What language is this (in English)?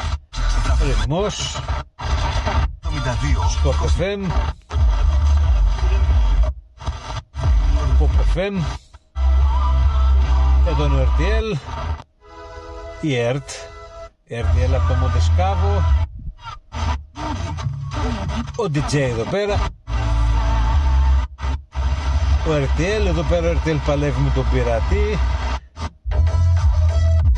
Greek